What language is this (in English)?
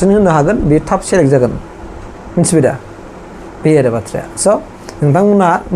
Bodo